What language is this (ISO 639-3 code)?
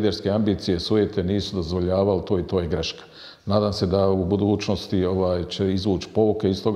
bos